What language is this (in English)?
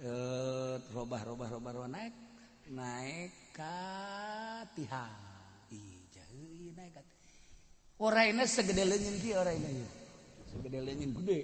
Sundanese